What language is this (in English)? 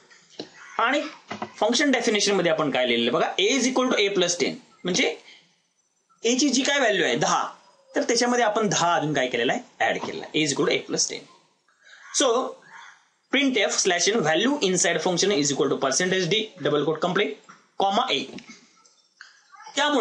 Marathi